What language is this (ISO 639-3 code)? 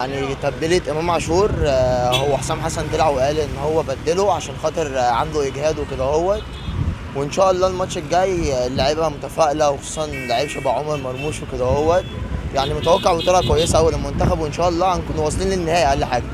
arz